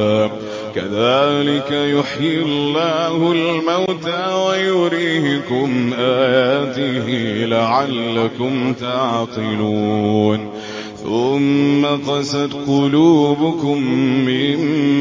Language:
Arabic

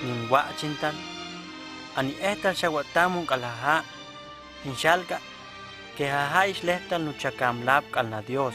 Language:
Huastec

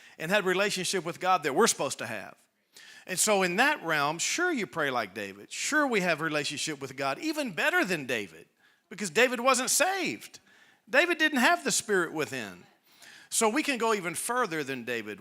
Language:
English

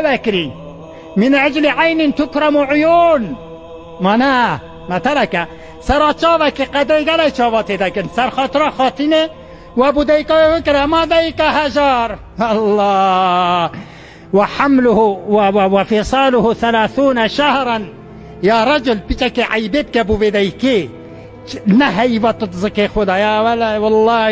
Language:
Kurdish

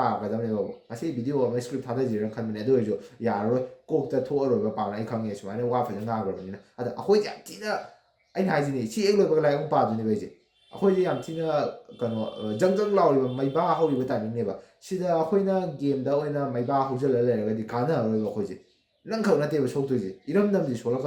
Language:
Manipuri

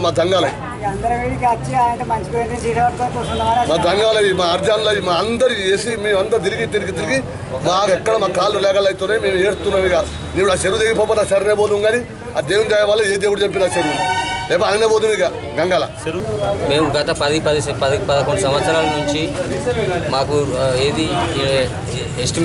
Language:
Telugu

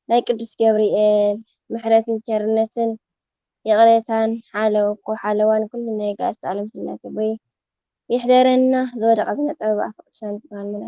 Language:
Tigrinya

